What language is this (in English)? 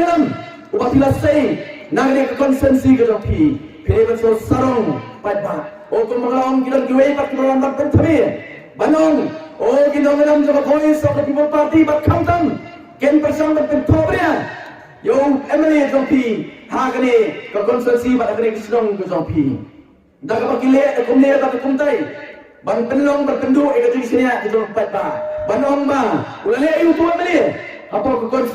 Khasi